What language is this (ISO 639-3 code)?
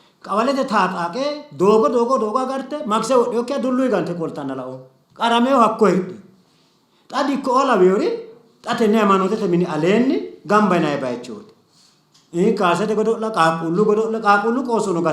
sid